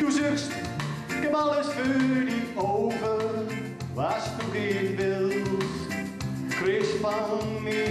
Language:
Gronings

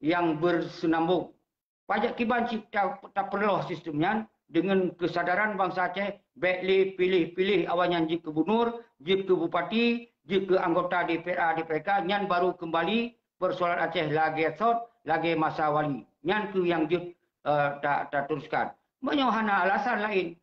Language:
Achinese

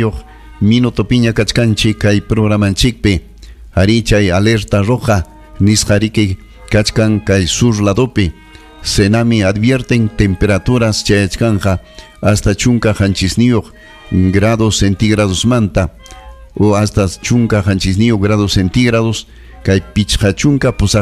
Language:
Ayacucho Quechua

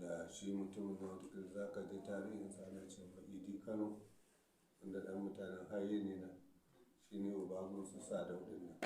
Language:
Hausa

